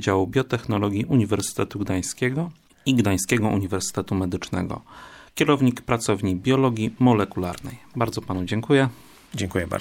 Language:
Polish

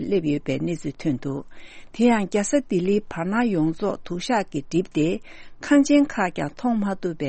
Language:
Tibetan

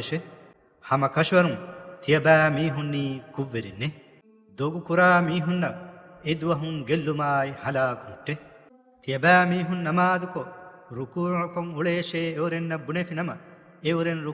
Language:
Divehi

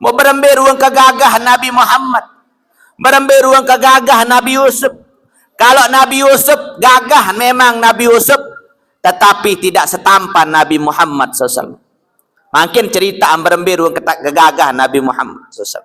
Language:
Sasak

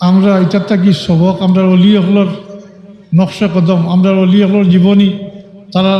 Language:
Sylheti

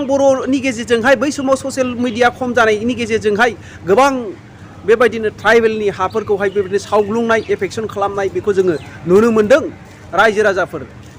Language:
Bodo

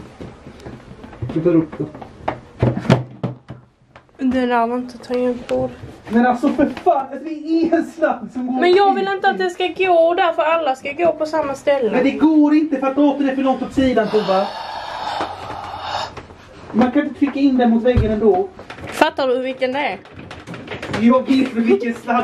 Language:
Swedish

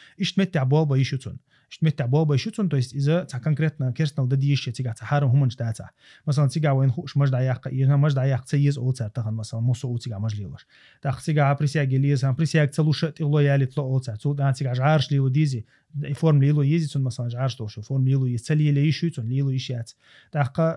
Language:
Chechen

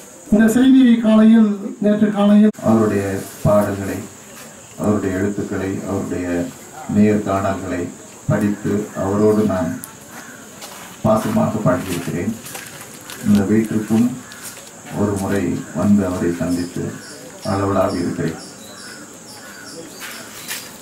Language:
Tamil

